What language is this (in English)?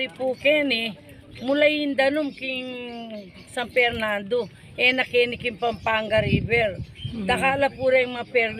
Pampanga